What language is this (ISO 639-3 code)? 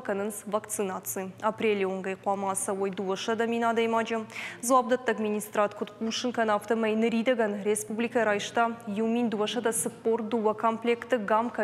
oss